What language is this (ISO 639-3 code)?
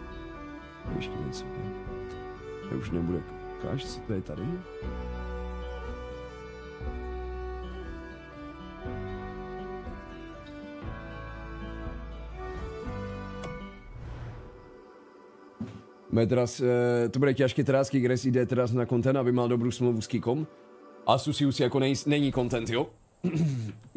ces